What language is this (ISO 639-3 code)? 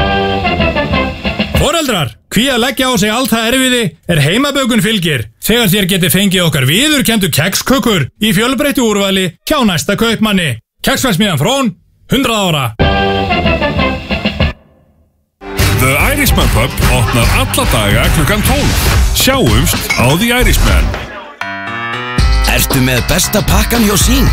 isl